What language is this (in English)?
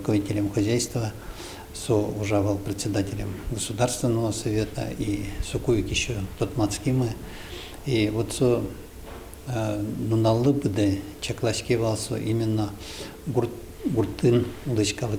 Udmurt